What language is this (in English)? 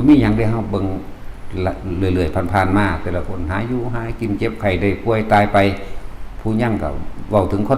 Lao